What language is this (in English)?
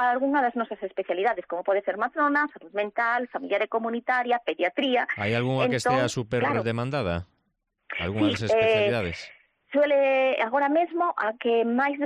Galician